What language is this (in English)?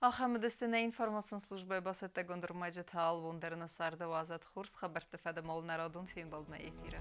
Ossetic